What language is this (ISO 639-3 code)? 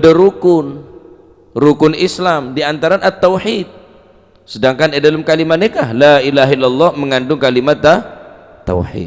mad